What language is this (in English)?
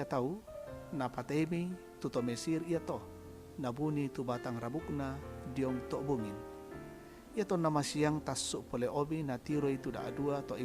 Toraja-Sa'dan